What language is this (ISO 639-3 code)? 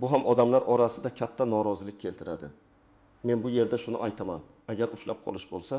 uzb